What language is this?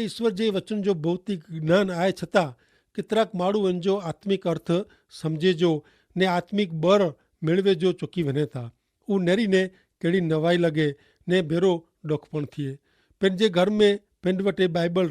Kachhi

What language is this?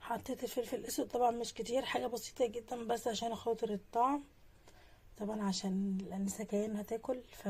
Egyptian Arabic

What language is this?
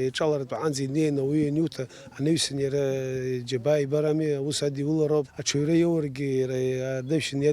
Abkhazian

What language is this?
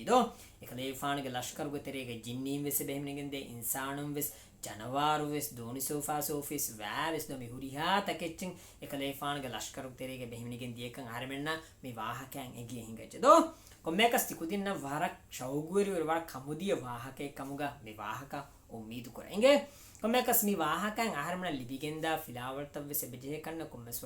Divehi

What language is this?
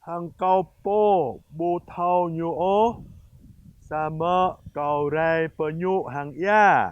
Jarai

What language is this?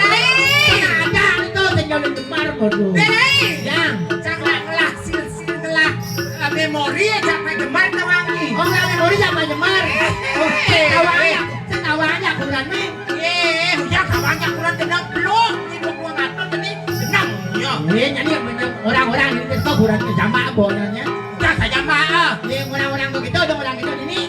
Balinese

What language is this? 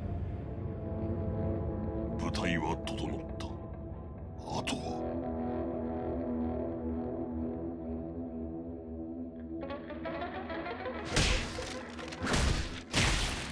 Japanese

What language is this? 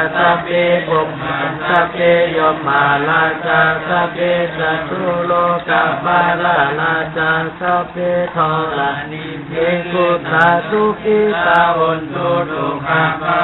Pali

